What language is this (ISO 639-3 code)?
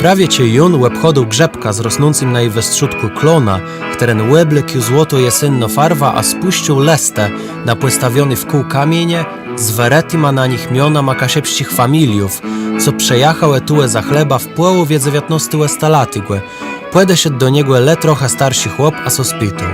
csb